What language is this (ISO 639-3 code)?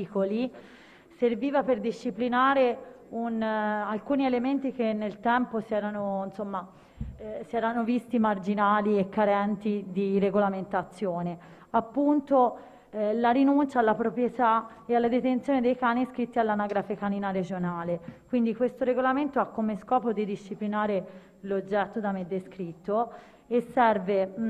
ita